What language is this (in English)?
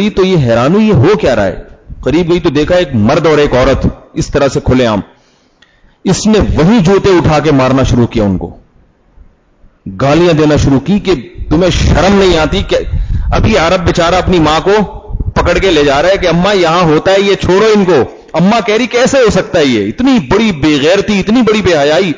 Urdu